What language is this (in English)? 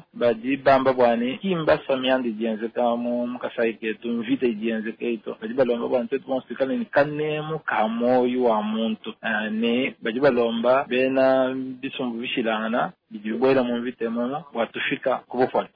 Luba-Lulua